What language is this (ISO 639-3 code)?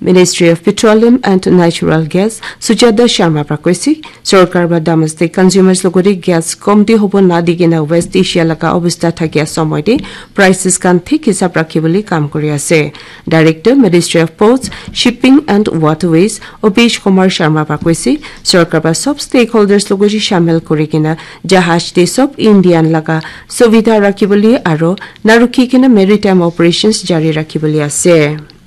nag